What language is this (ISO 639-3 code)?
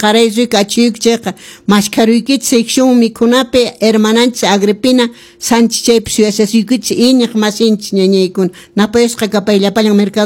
que